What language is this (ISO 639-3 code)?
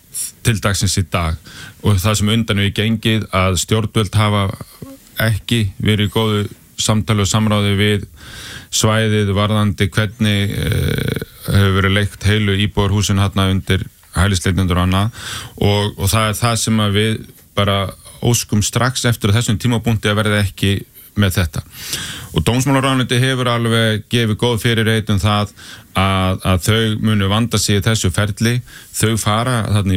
isl